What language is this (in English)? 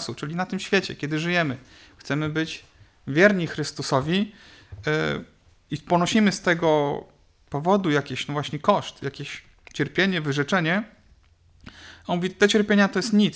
Polish